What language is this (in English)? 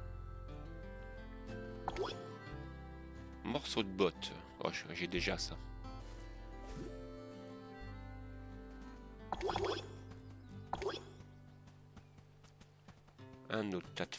French